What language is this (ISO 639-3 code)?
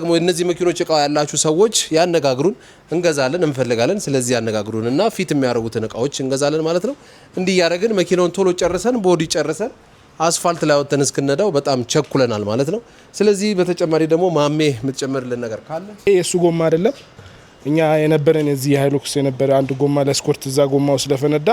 amh